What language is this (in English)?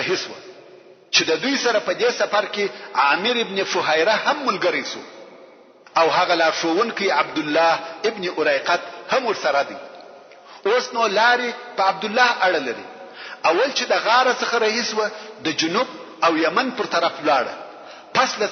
Pashto